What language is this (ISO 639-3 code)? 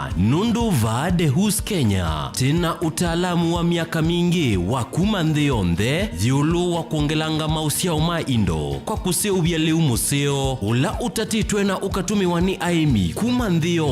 kam